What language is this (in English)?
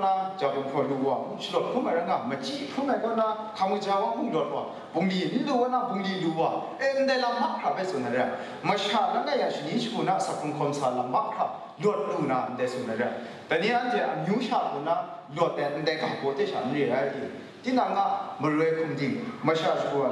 Kachin